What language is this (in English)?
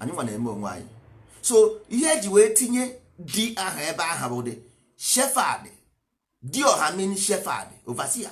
Igbo